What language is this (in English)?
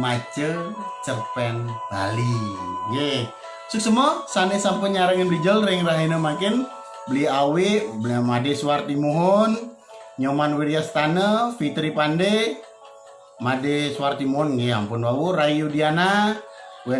Balinese